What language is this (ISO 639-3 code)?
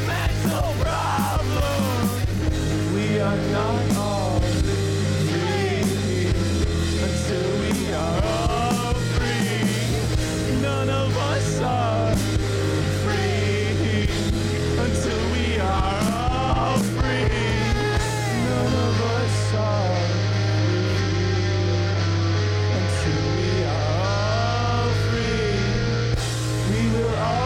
eng